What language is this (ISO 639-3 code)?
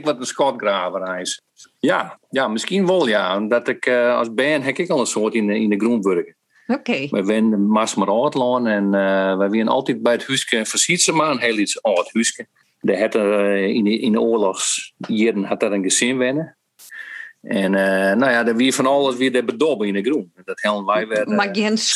fry